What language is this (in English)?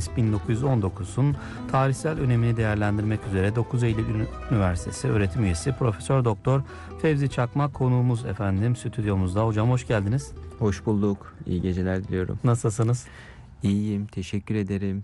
Turkish